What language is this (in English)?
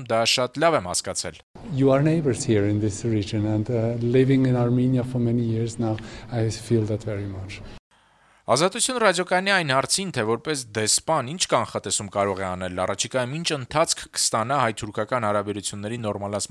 Armenian